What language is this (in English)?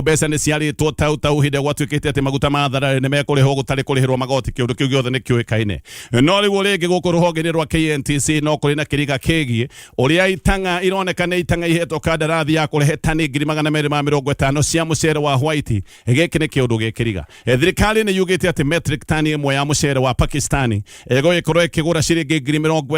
Kikuyu